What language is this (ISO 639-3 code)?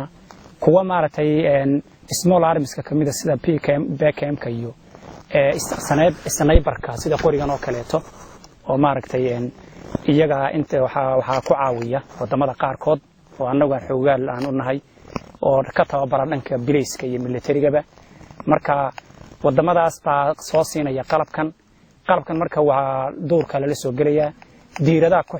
som